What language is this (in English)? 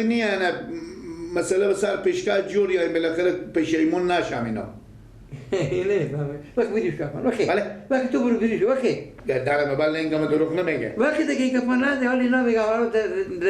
Persian